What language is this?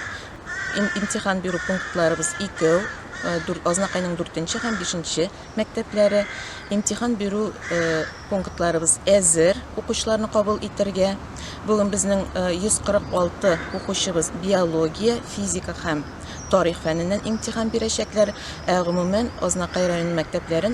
Tatar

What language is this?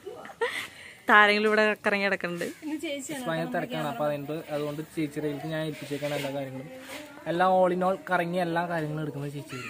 Malayalam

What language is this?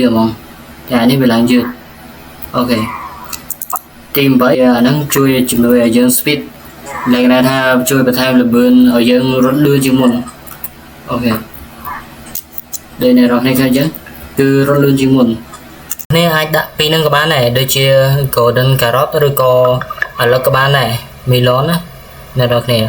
Khmer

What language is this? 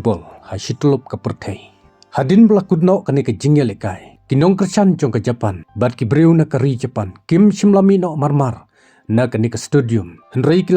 Khasi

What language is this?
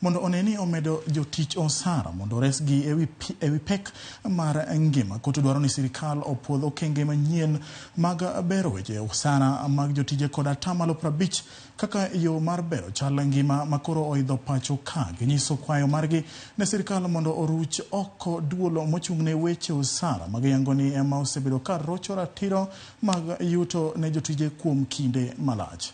Luo (Kenya and Tanzania)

